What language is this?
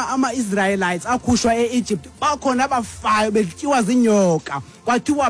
Xhosa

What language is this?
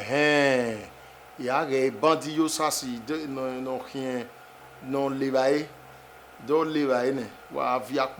Bini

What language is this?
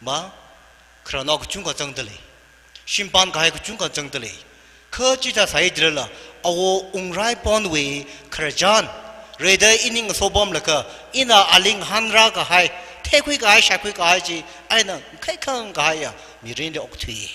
Tangkhul Naga (India)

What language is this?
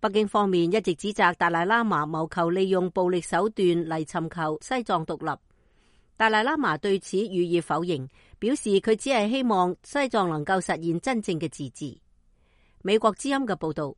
Cantonese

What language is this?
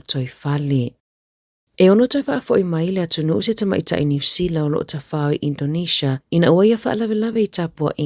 Samoan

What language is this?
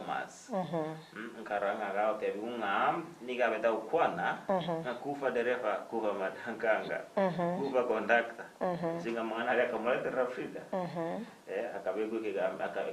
Gusii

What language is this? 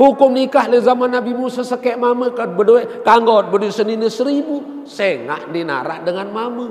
Sasak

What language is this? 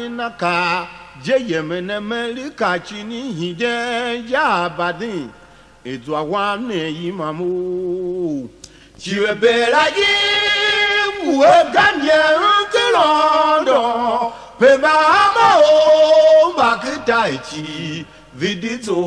Tiv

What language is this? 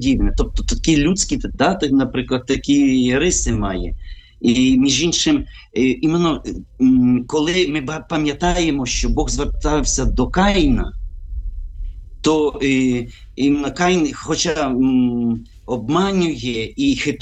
Ukrainian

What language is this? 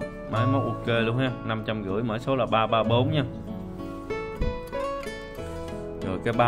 Vietnamese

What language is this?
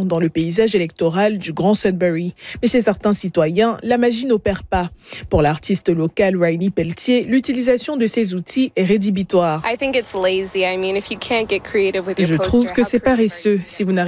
French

